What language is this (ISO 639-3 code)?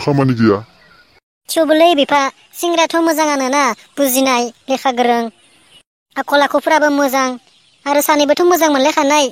brx